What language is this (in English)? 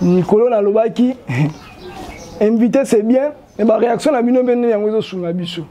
Lingala